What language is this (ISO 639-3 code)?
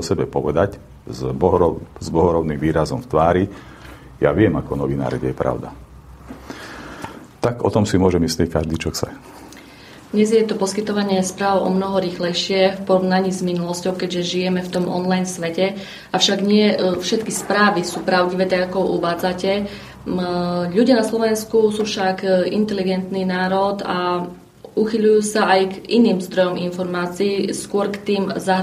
slk